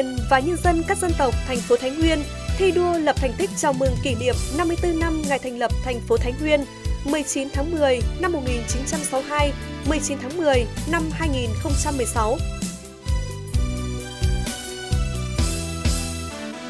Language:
Vietnamese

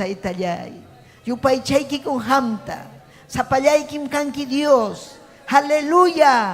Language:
Ayacucho Quechua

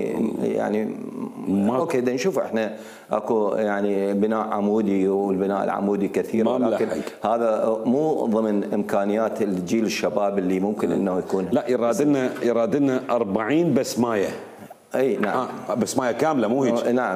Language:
Mesopotamian Arabic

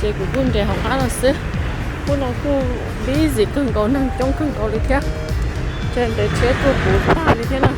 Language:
Hmong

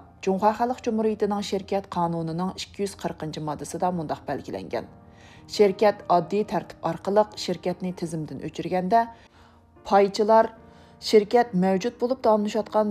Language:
Uyghur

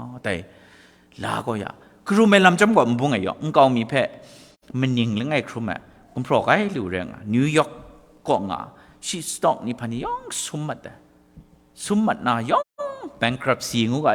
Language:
Kachin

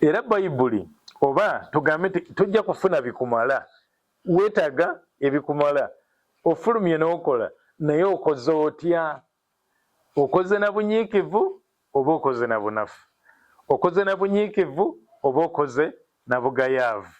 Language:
Ganda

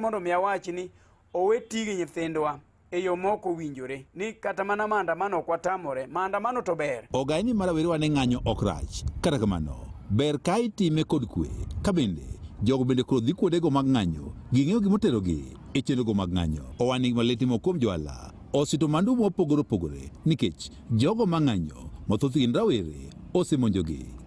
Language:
Luo (Kenya and Tanzania)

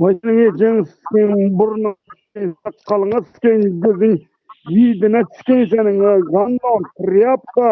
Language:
Turkmen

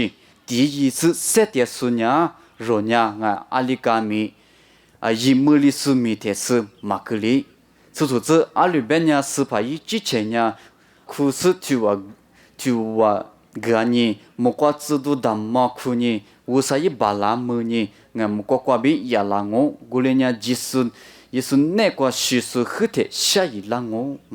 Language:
Lisu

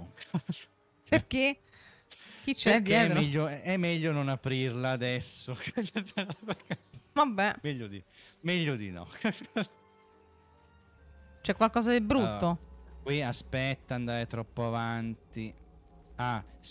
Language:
Italian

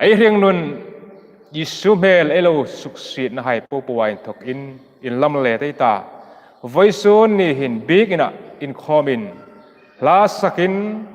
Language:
Hmar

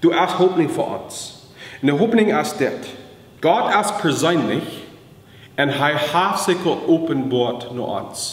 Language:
Plautdietsch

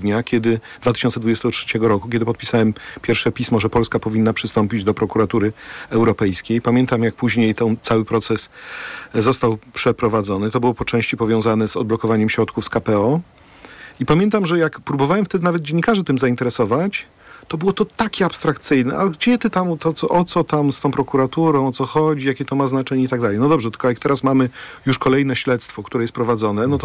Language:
Polish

